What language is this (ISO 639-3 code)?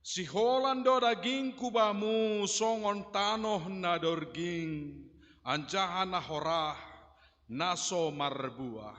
bts